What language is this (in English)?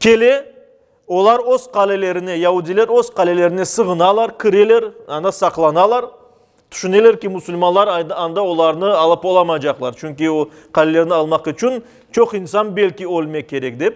Crimean Tatar